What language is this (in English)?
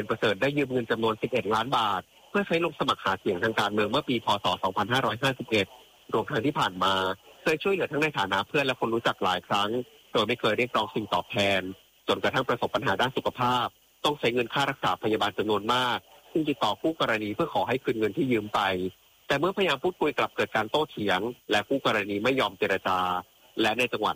Thai